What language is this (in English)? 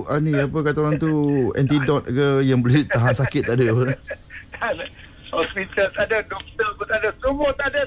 Malay